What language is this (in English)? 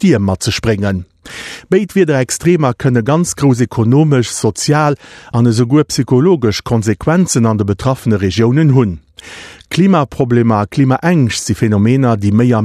Luxembourgish